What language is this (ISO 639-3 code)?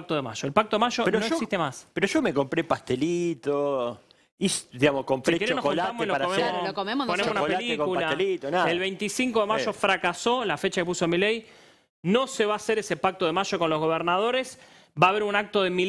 spa